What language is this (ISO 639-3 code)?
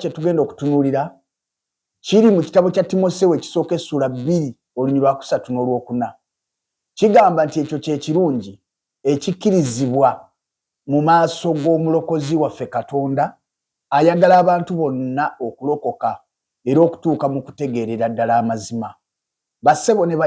lug